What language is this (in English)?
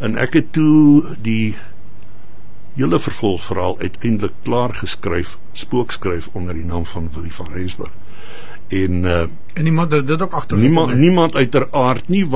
Afrikaans